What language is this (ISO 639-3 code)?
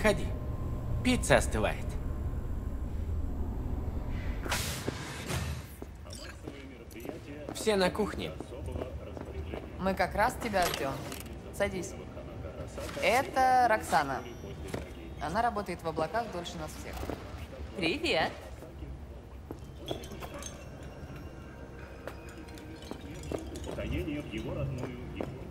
rus